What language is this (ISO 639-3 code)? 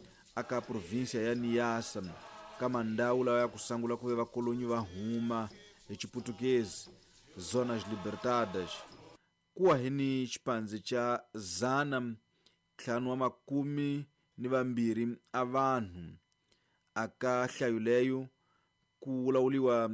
tso